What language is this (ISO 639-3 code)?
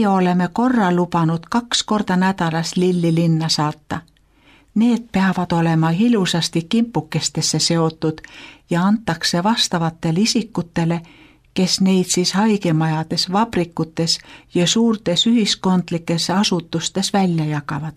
est